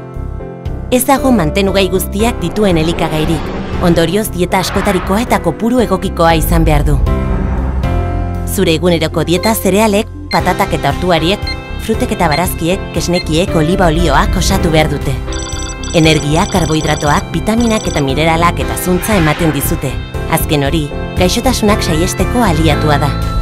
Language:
Basque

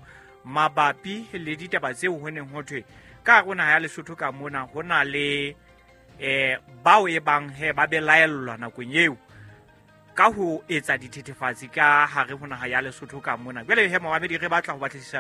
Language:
Southern Sotho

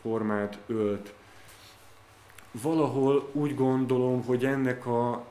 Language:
Hungarian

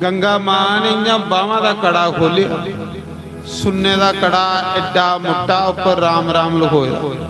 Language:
Dogri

